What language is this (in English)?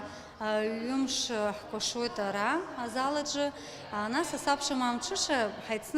Abkhazian